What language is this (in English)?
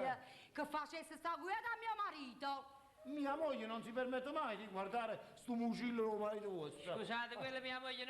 Neapolitan